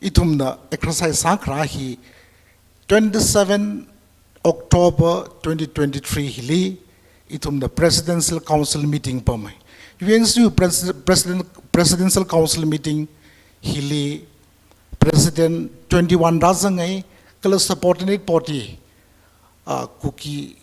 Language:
Tangkhul Naga (India)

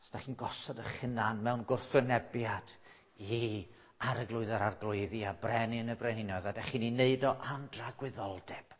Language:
Welsh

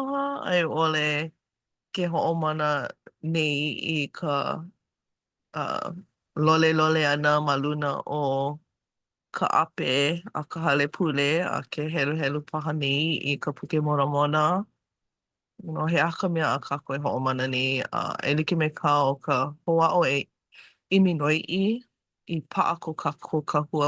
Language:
Hawaiian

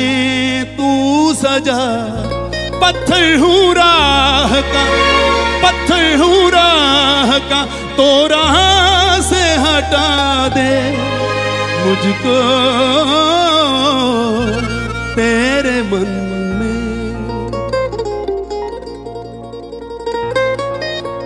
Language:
Hindi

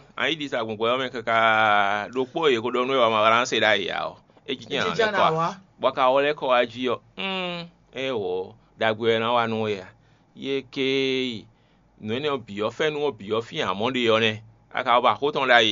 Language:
Fon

